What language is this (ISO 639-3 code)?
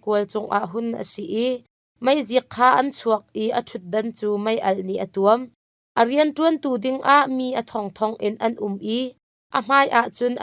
cnh